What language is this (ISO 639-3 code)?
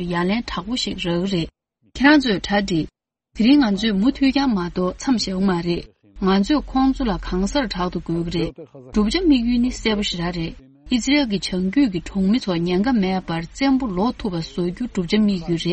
bod